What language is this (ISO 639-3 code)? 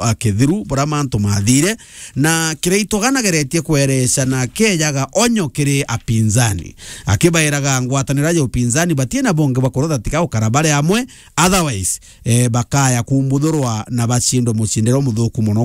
mer